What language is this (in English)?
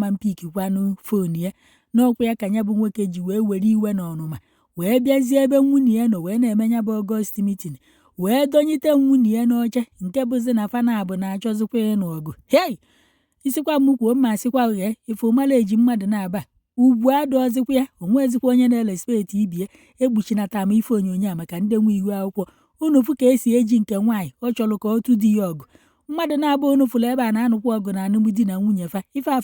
Igbo